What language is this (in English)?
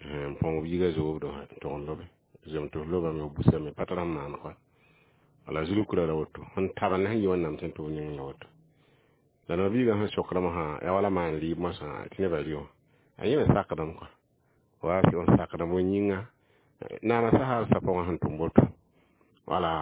Mossi